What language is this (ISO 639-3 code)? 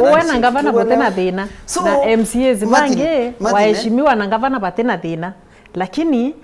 mer